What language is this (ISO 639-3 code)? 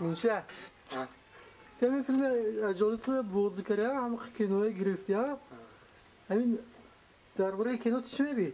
tgk